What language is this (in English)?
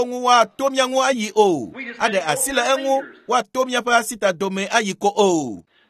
Ewe